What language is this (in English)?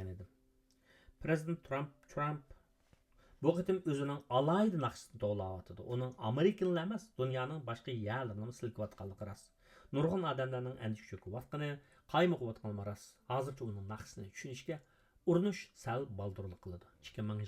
Uyghur